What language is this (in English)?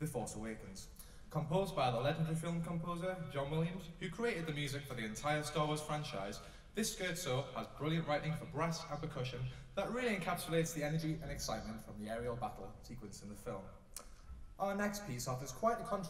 English